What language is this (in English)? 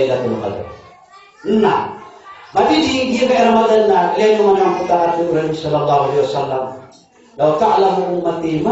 Maranao